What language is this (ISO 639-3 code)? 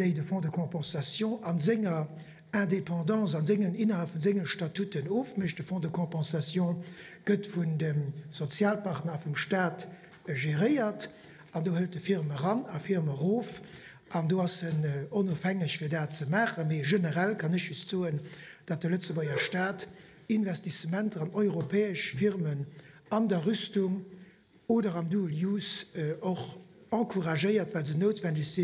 ltz